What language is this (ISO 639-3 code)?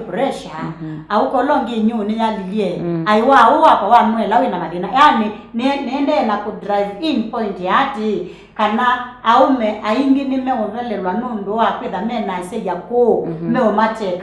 kam